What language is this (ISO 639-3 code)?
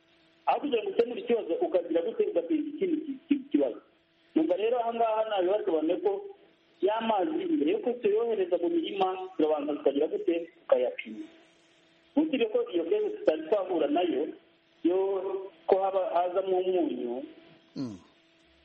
kin